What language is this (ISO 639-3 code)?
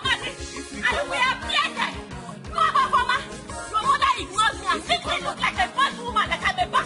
pcm